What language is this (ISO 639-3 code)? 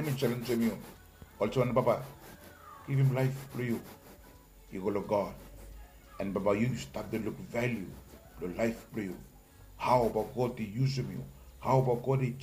bis